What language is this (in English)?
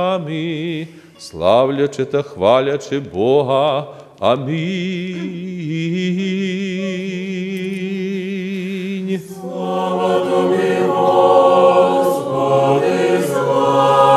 Ukrainian